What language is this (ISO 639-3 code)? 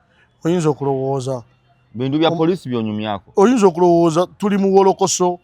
lug